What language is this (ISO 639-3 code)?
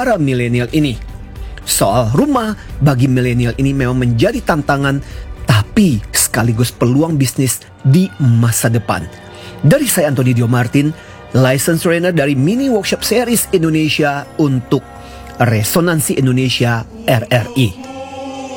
ind